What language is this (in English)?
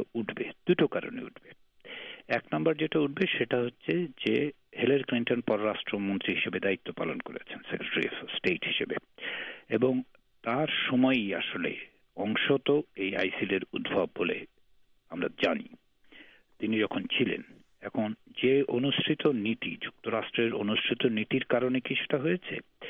Bangla